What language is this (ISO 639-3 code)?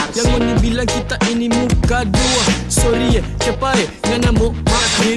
xmm